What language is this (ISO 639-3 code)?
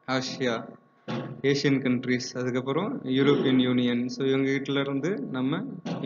tam